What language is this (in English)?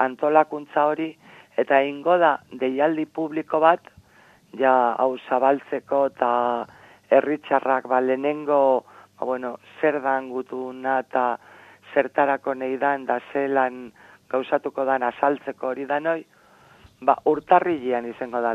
Basque